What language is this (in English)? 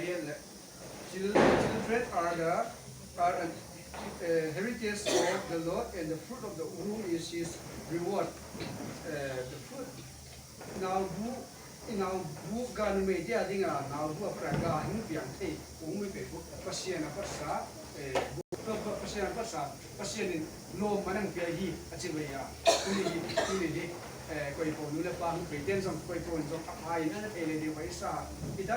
Tedim Chin